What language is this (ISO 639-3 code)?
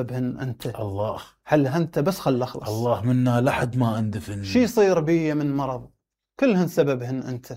acm